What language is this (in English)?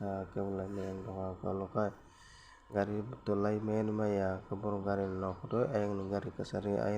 Kok Borok